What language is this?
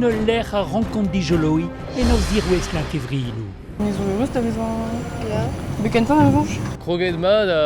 Breton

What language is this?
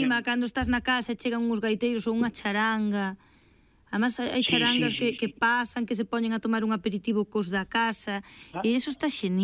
Galician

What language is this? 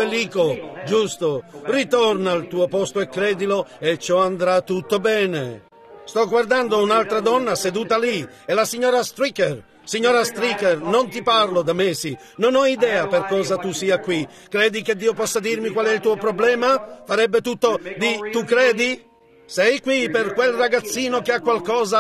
Italian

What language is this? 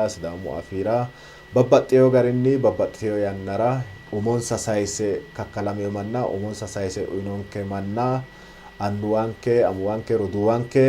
Sidamo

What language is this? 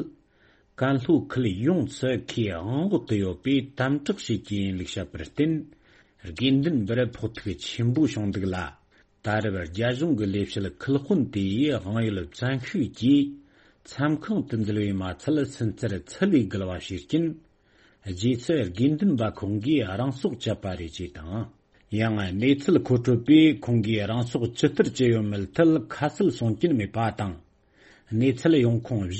Tibetan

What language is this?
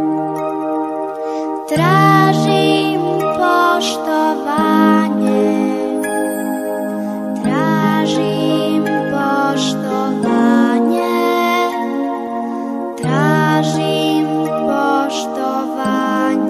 Serbian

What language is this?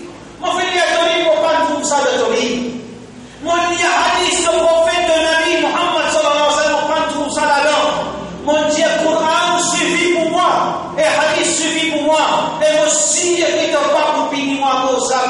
Morisyen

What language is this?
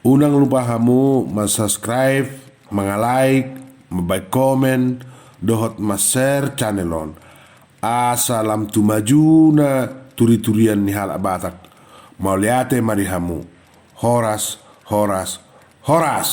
Batak Toba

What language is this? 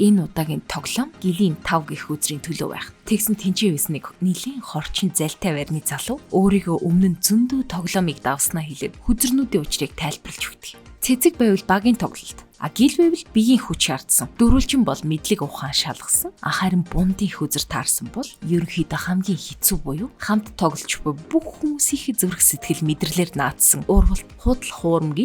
Mongolian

